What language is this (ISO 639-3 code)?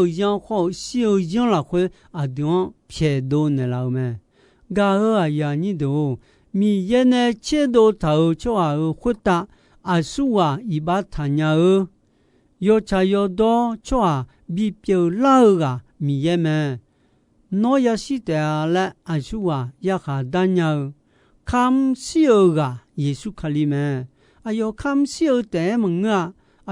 ahk